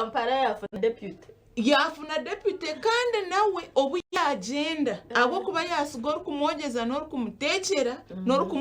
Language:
Nyankole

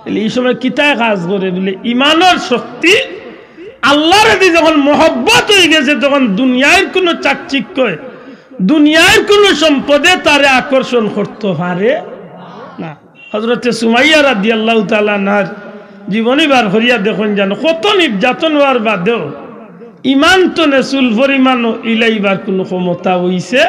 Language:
Sylheti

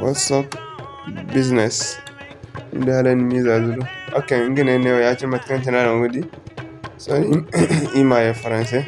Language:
Zarma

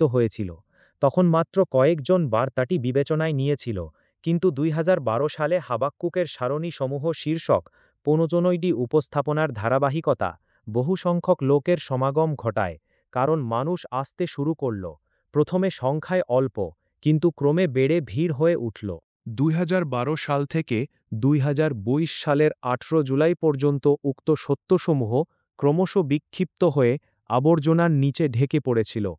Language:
Bangla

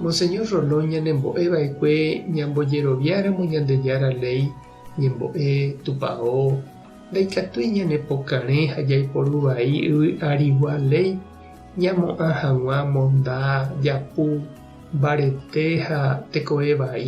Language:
Guarani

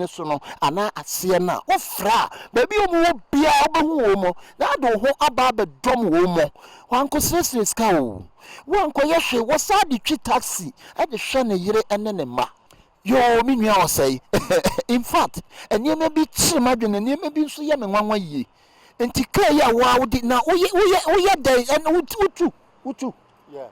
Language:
Akan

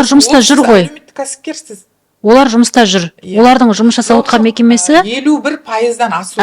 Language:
Kazakh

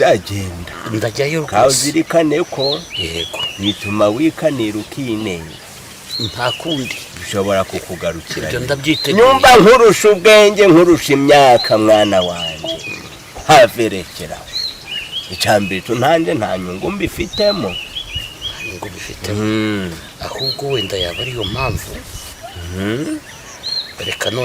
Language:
Kinyarwanda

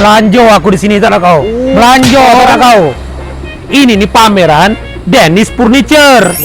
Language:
Musi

